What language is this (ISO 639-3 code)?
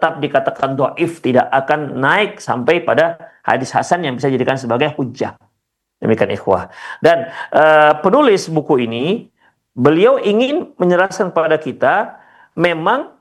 ind